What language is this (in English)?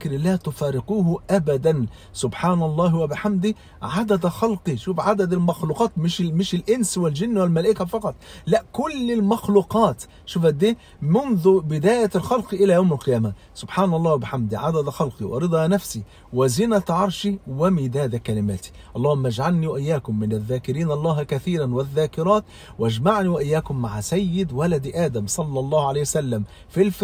Egyptian Arabic